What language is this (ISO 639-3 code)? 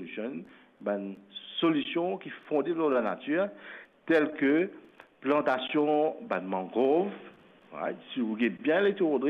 mfe